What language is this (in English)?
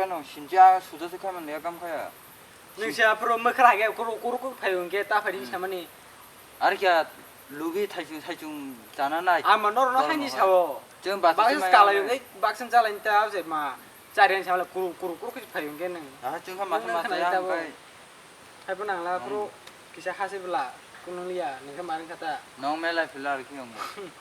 Kok Borok